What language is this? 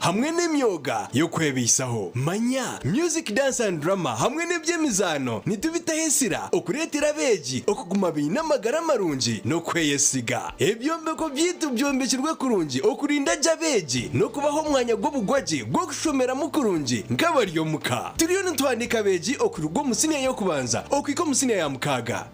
Nyankole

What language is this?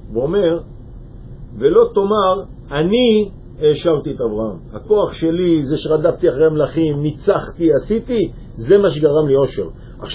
Hebrew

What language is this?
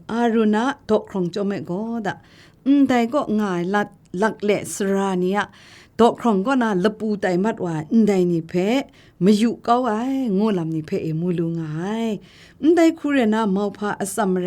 Kachin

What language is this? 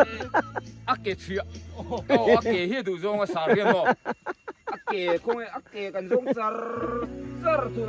Biete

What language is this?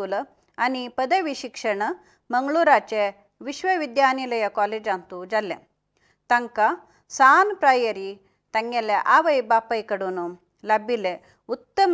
Konkani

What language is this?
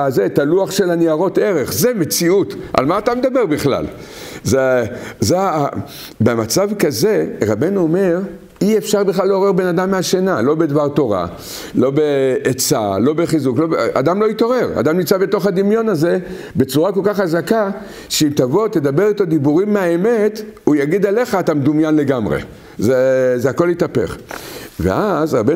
Hebrew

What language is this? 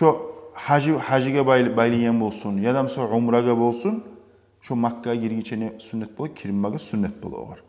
Kumyk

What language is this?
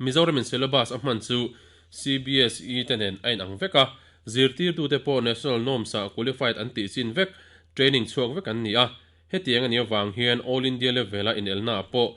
Mizo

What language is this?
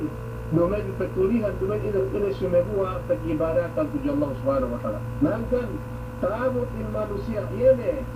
Yakan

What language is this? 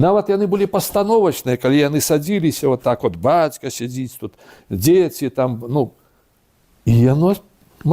Belarusian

